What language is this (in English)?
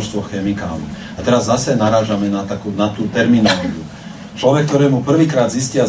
Slovak